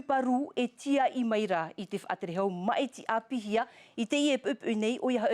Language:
Tahitian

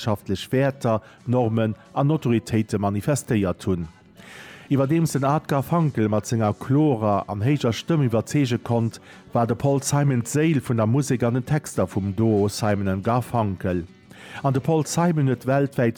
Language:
Luxembourgish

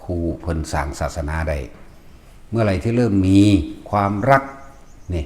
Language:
Northeastern Thai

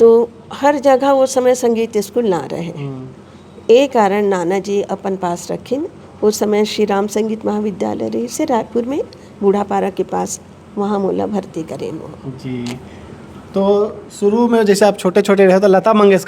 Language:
Chhattisgarhi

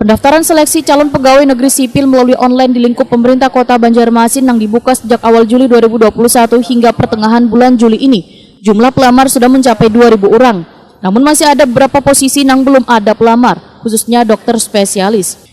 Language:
Banjar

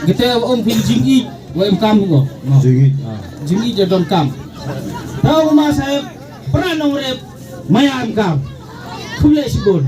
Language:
Khasi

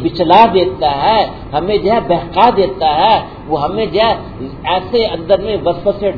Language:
Urdu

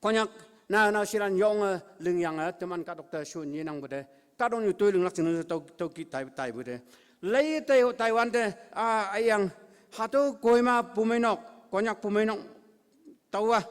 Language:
Konyak Naga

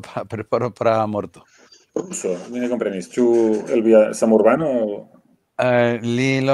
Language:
Esperanto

